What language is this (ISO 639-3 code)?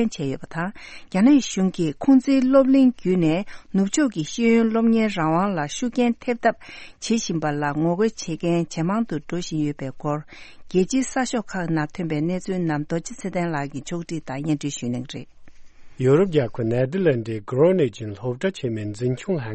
bod